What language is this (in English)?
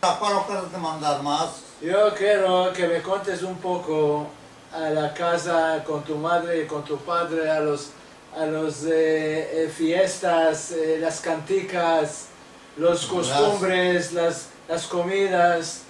Ladino